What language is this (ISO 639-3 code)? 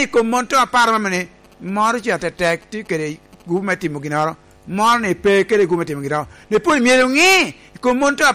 laj